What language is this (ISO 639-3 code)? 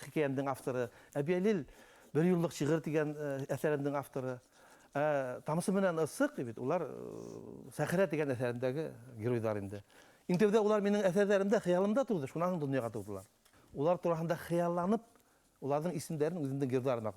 bak